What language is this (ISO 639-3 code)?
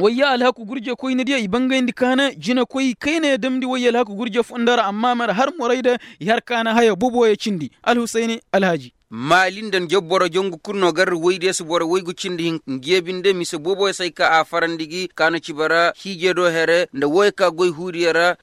ses